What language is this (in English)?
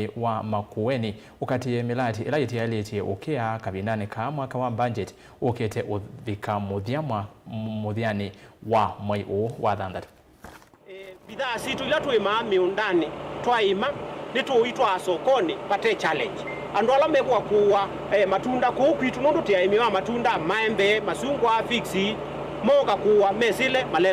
Kamba